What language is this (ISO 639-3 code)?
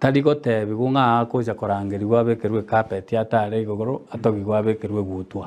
guz